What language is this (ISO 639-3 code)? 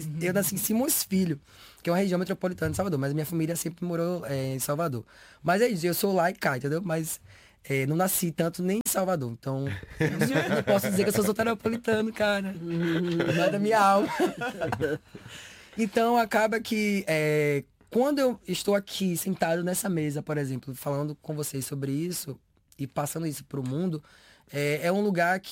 por